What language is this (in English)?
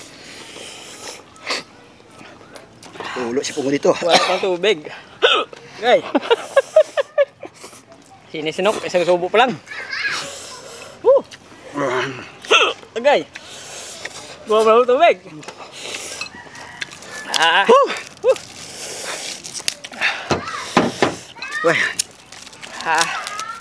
Filipino